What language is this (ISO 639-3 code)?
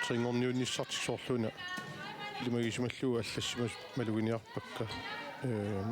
kal